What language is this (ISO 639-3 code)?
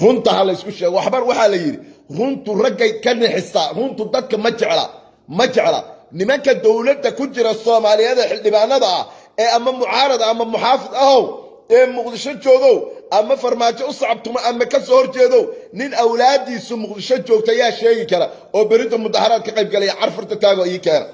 som